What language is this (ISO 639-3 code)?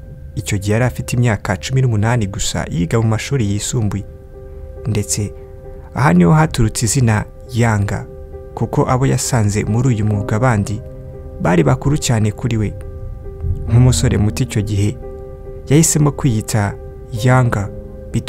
kin